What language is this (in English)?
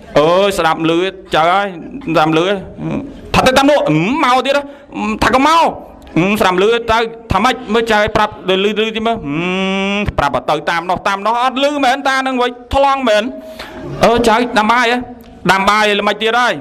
Khmer